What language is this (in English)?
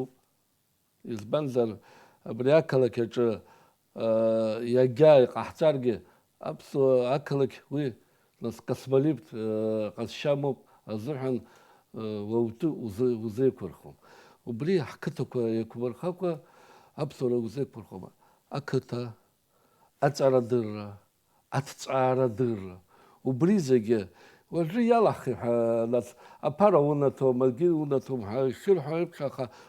Abkhazian